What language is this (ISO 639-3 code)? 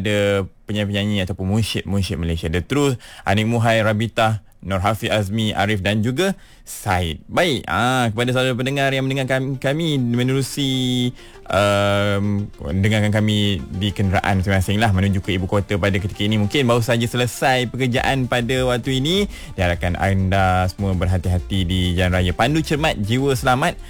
msa